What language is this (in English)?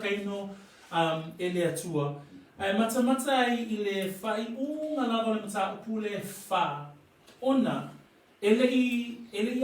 Samoan